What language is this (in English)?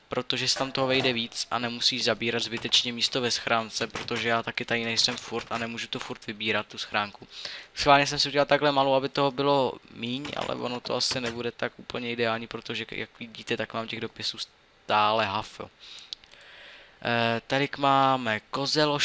Czech